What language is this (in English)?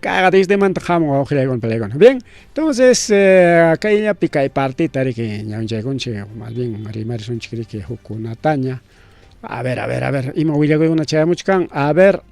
Ayacucho Quechua